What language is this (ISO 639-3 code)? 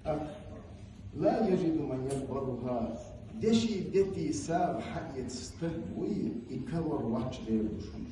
che